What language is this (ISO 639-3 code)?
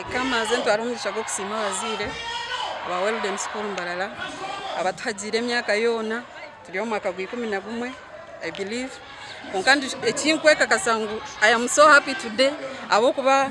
nyn